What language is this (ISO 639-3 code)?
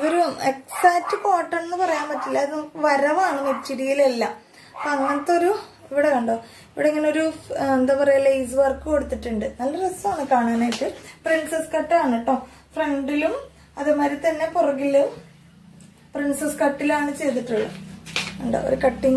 mal